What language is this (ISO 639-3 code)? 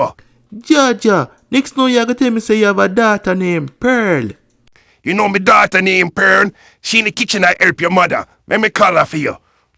jam